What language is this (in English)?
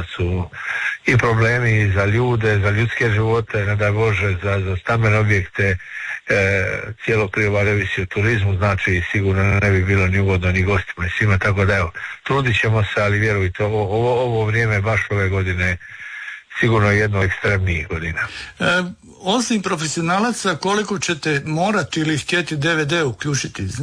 Croatian